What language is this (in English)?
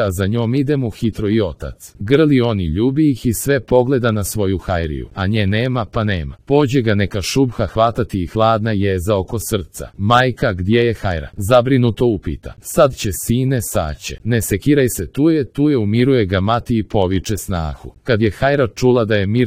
Serbian